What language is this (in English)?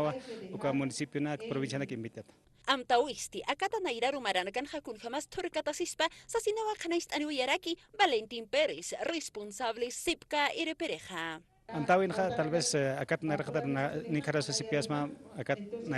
Aymara